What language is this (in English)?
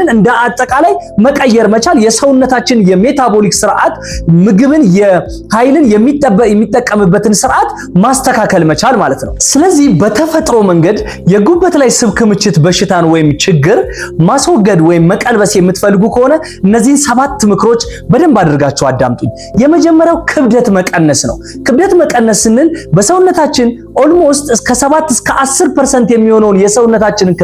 Amharic